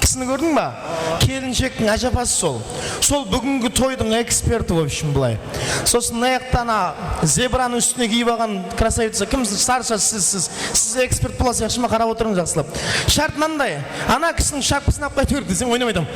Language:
Kara-Kalpak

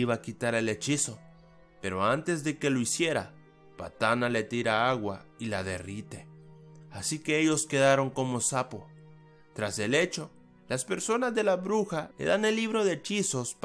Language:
Spanish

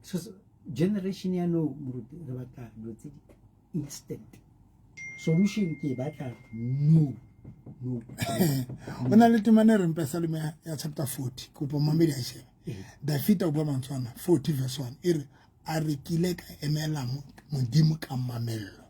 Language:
Southern Sotho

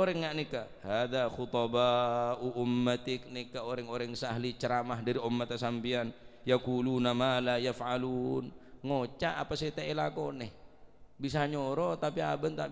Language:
Madurese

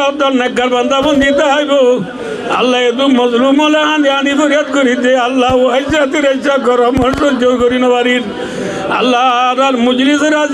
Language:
Rohingya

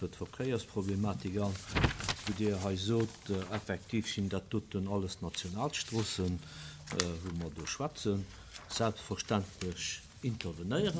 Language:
Luxembourgish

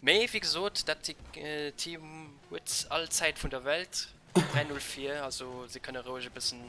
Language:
Luxembourgish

